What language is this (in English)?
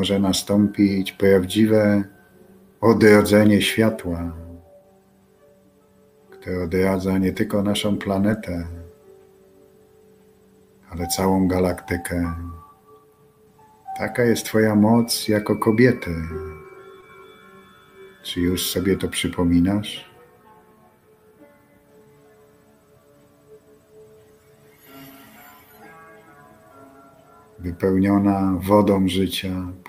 Polish